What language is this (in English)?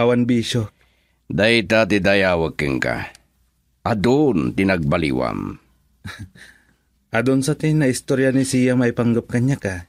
Iloko